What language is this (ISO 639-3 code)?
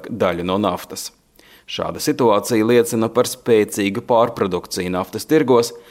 lav